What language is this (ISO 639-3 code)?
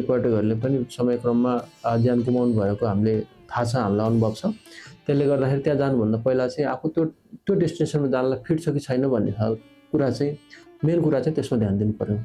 nep